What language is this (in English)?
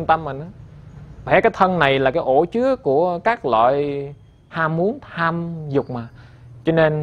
Vietnamese